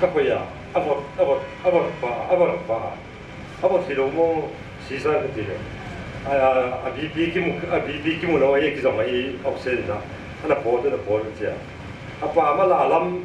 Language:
Paite Chin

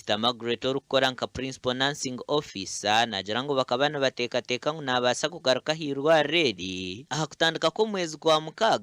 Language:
Nyankole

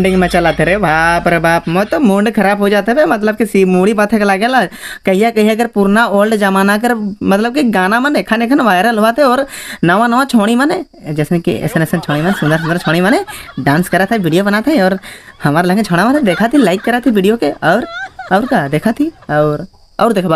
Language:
Sadri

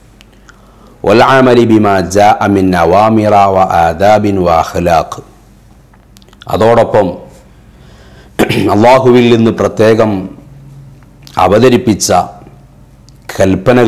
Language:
Malayalam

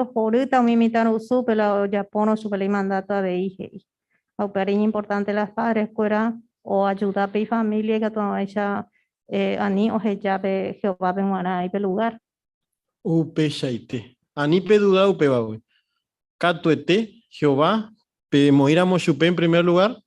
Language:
Guarani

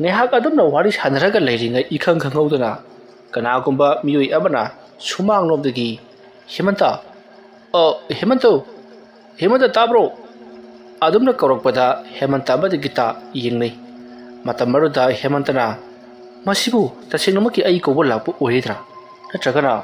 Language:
Manipuri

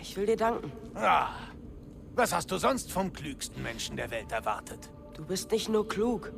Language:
Bavarian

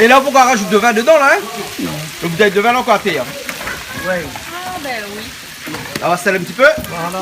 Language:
Réunion Creole French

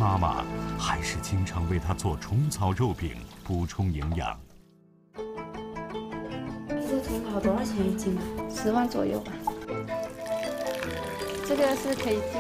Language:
Chinese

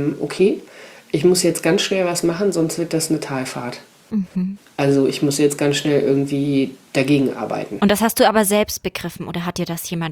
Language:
German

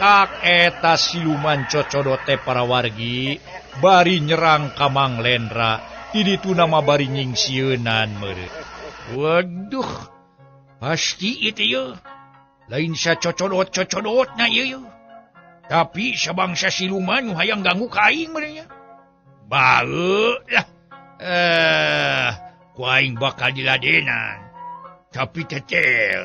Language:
Sundanese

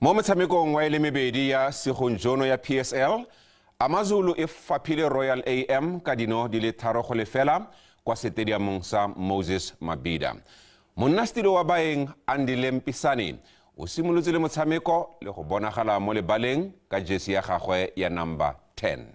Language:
Tswana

